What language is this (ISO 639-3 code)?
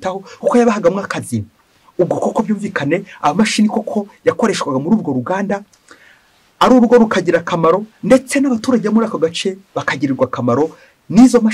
kin